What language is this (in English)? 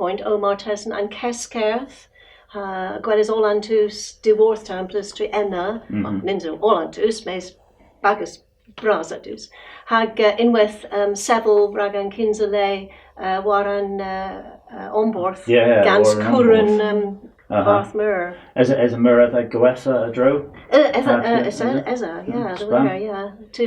Cornish